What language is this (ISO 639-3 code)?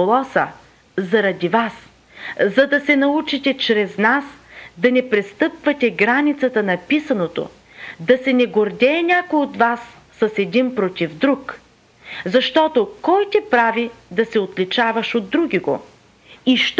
bul